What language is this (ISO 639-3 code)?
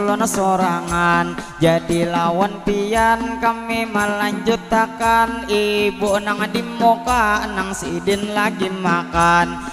bjn